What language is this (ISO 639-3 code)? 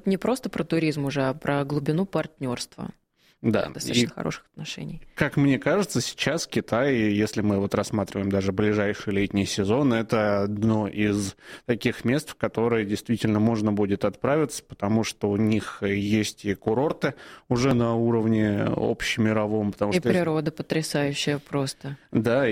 rus